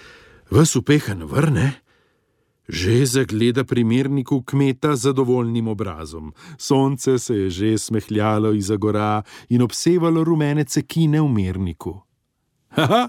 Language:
Slovenian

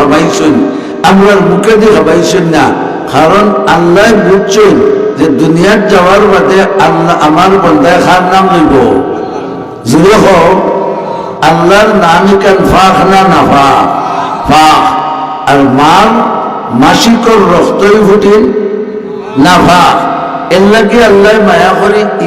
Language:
Sylheti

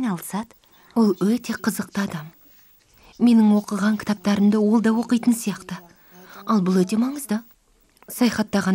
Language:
Kazakh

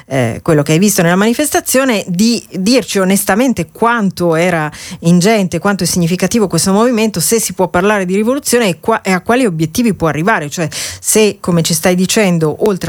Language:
Italian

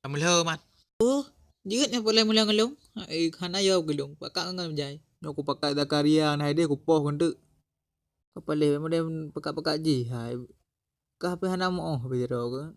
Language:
Achinese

